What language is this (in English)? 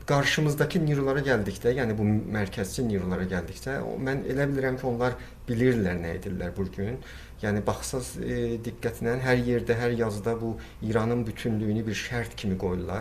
South Azerbaijani